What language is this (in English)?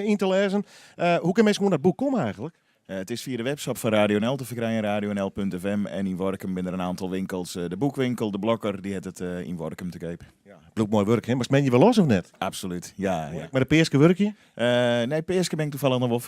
Western Frisian